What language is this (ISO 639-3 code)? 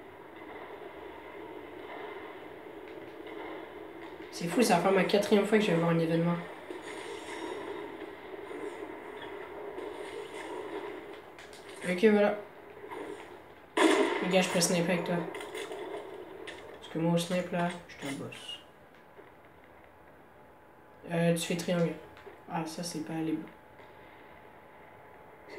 fra